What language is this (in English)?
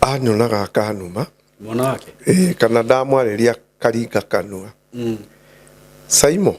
Kikuyu